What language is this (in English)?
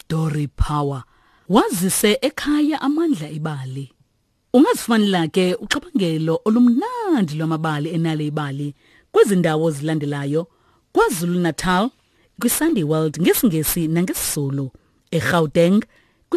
Xhosa